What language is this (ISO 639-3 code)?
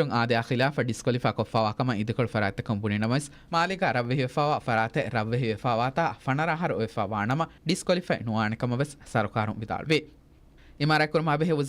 div